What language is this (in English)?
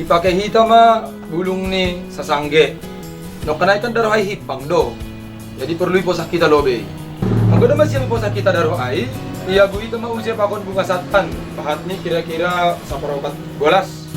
Batak Simalungun